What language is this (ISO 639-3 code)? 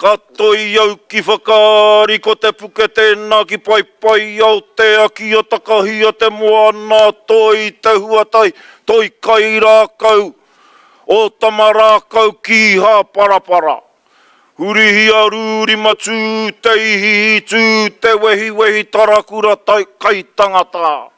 mri